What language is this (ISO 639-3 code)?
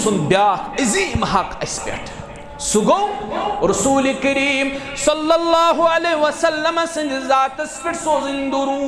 kas